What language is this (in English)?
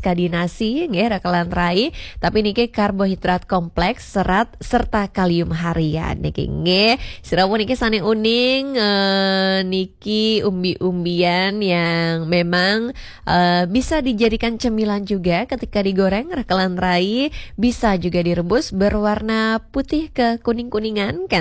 Balinese